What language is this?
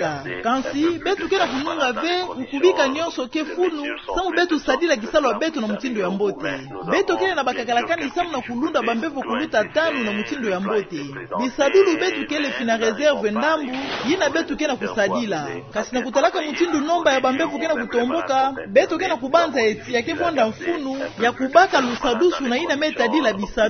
Kituba (Democratic Republic of Congo)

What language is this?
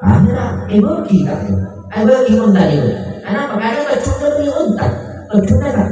Madurese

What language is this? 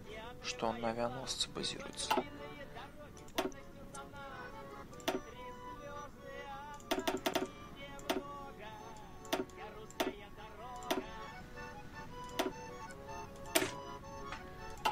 Russian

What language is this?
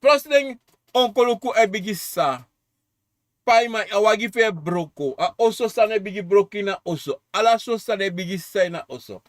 Sranan Tongo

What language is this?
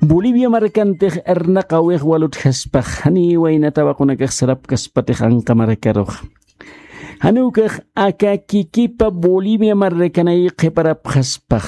Aymara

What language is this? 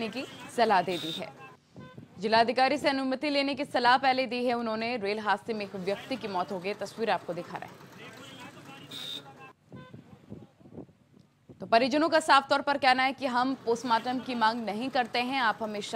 Hindi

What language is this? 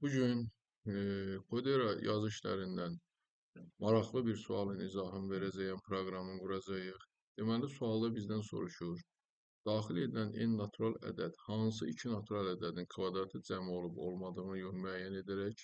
Azerbaijani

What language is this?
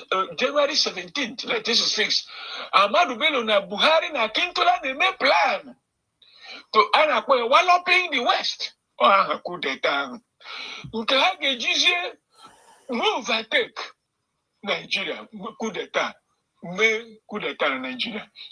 Igbo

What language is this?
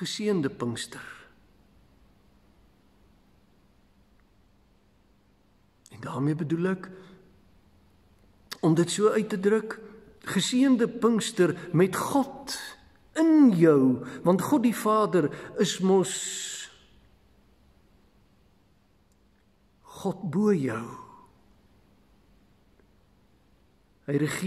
Afrikaans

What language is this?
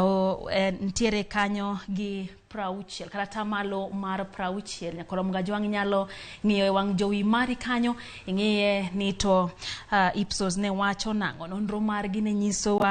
Luo (Kenya and Tanzania)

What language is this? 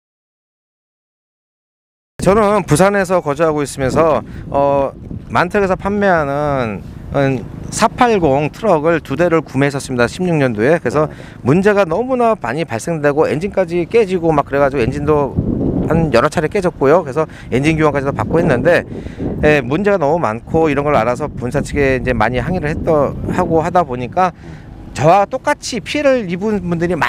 Korean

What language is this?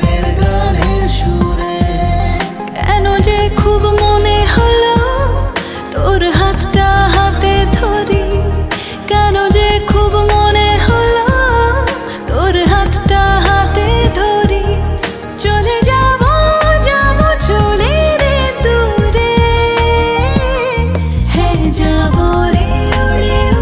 Bangla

